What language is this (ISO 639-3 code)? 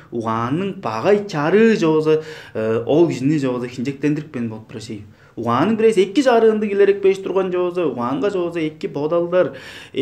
tyv